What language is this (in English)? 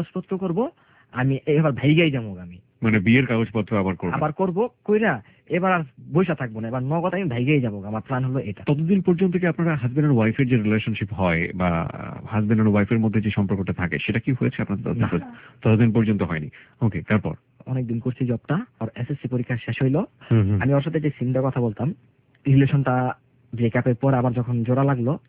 Bangla